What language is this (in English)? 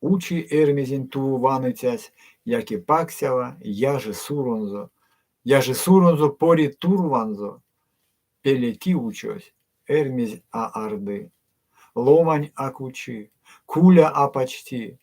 Erzya